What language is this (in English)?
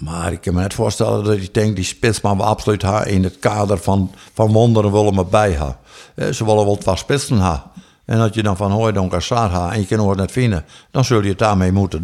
Western Frisian